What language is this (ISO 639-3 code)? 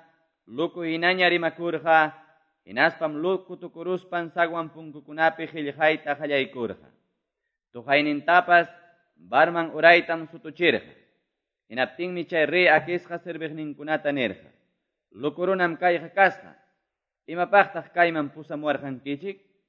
que